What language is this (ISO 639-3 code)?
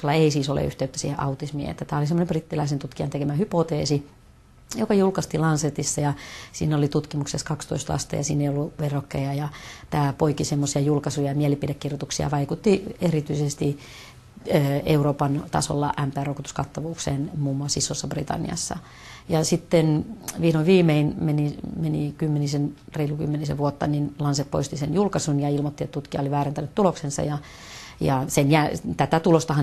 fin